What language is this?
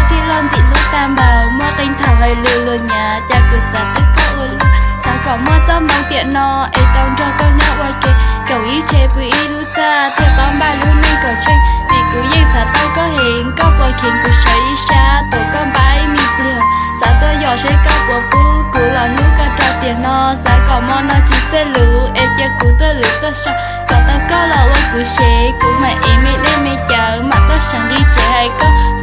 Hmong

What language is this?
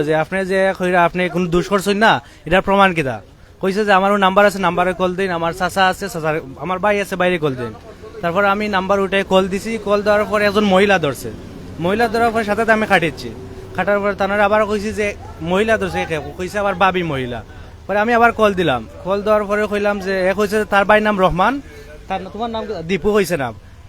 Sylheti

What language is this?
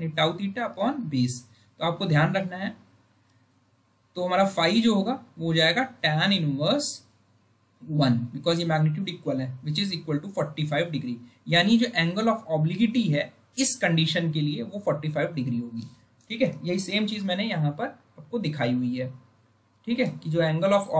Hindi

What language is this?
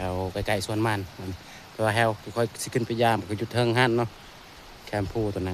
Northeastern Thai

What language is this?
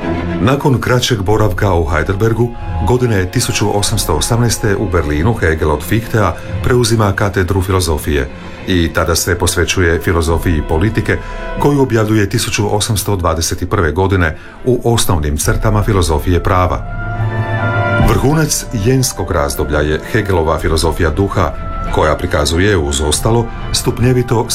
Croatian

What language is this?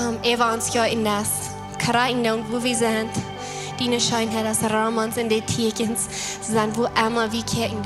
Plautdietsch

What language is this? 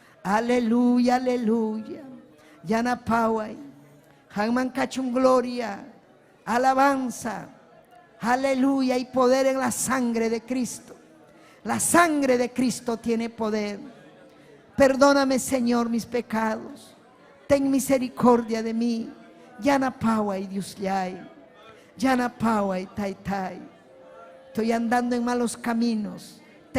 Ayacucho Quechua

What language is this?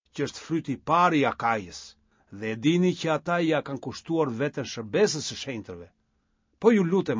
Albanian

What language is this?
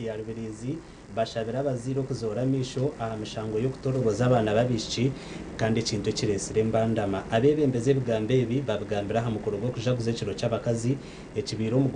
Nyankole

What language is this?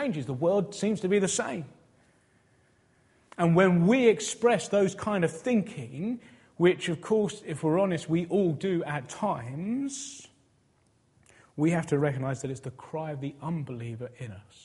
English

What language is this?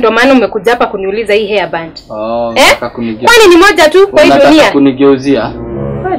Swahili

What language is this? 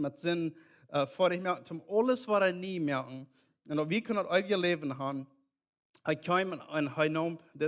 Plautdietsch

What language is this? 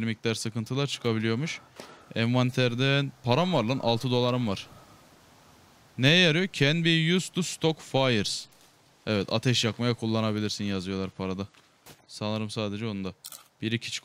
Turkish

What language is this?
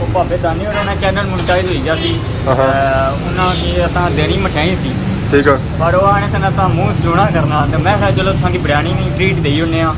Pahari-Potwari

